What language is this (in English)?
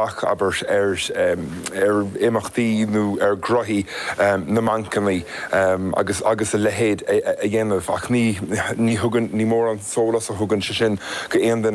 Irish